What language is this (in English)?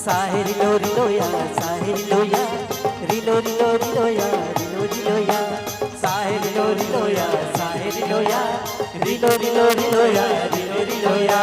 Chhattisgarhi